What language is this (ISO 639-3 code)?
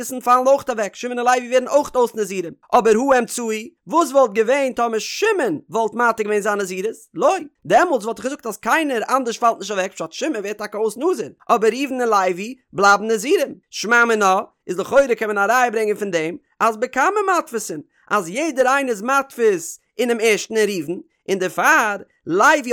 yid